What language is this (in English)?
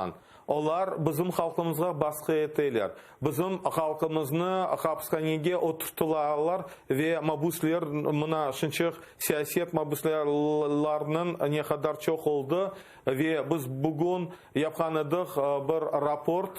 Crimean Tatar